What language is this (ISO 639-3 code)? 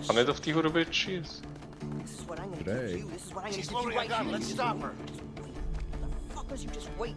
gsw